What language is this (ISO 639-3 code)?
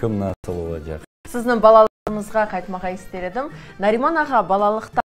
crh